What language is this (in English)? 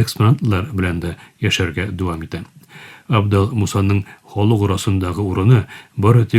Tatar